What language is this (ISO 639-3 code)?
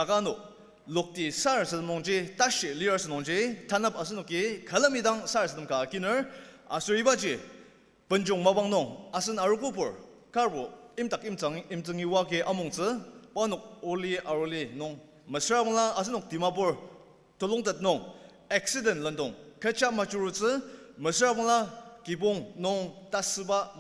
njo